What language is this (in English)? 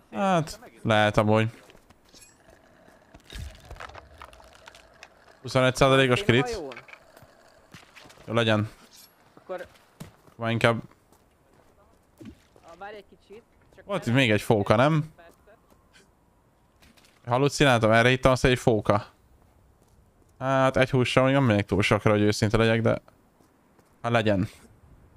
Hungarian